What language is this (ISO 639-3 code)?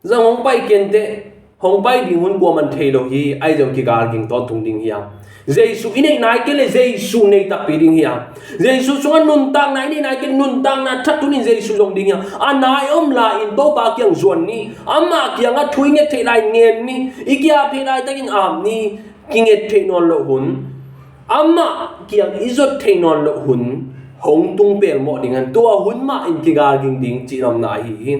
ctd